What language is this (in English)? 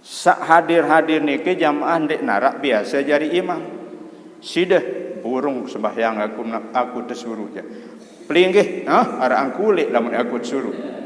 Sasak